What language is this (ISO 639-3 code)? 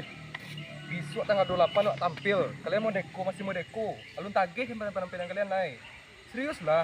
min